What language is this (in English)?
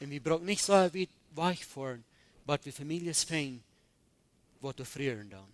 Plautdietsch